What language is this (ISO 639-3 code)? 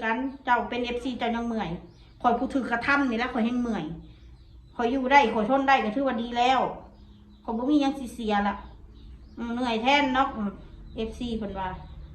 tts